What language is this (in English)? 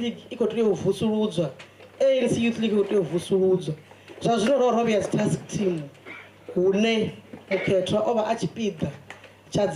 Venda